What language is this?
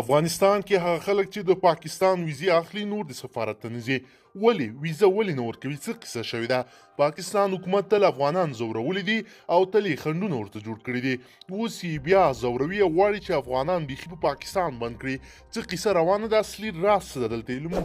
Pashto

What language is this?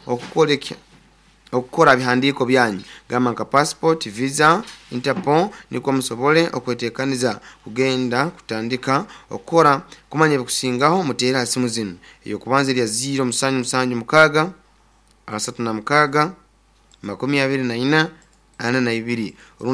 Nyoro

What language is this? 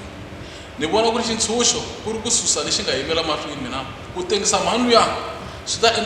Tsonga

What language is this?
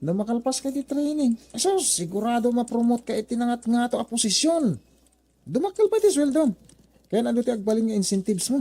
Iloko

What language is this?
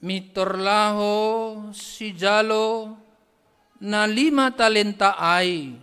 Batak Simalungun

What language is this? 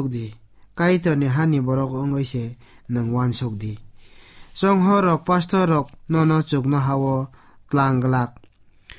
Kok Borok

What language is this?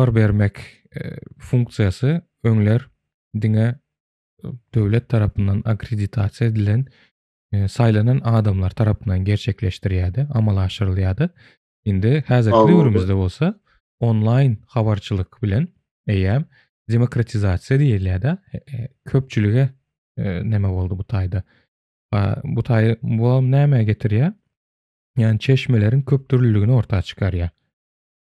Turkmen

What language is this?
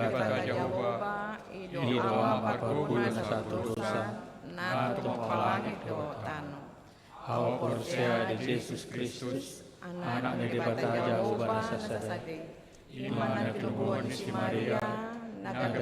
Batak Toba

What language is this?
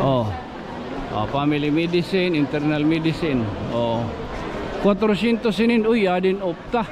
Waray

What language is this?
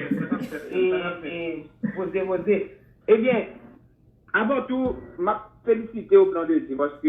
Haitian Creole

